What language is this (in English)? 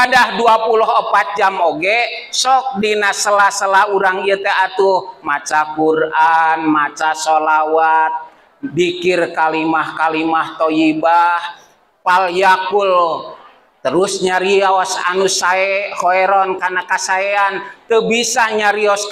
Sundanese